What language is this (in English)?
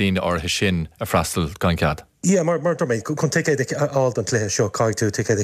Irish